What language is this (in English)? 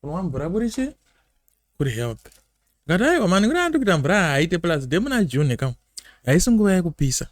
Shona